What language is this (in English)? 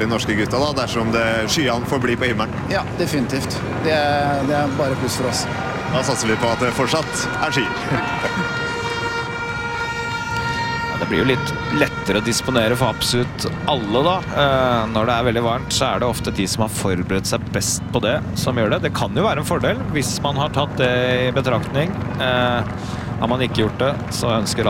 Norwegian